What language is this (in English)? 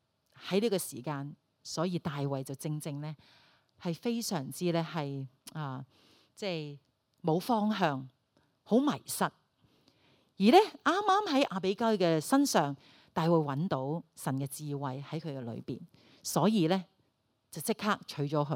Cantonese